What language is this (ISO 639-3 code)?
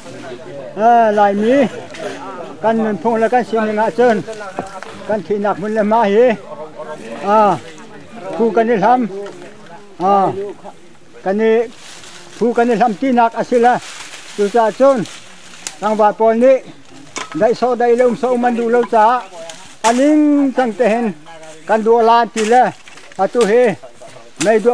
cnh